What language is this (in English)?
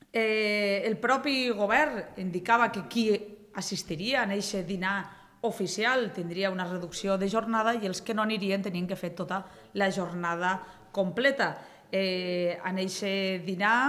Catalan